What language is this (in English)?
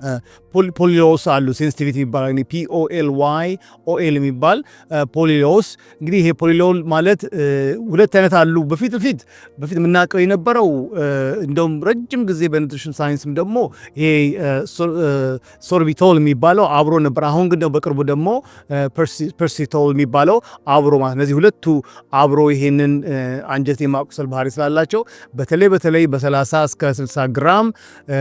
Amharic